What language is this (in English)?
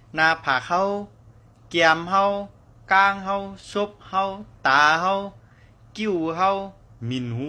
Shan